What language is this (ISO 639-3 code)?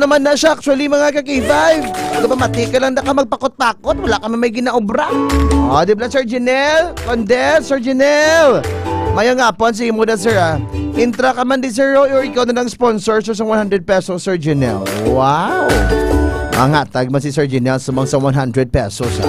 hil